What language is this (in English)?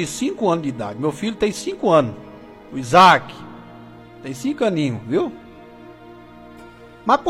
Portuguese